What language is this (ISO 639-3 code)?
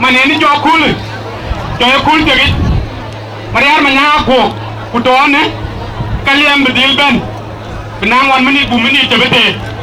din